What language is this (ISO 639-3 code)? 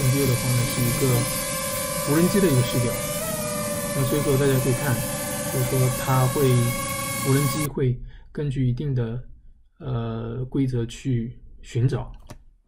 zho